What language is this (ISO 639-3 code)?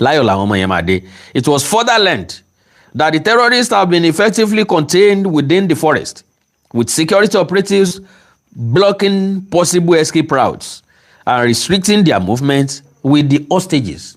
yor